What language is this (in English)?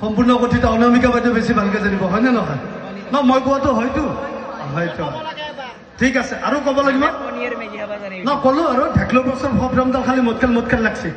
Assamese